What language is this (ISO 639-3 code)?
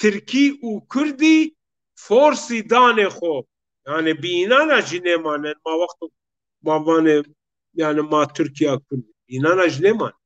zza